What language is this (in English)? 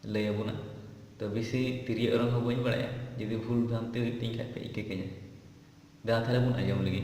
Santali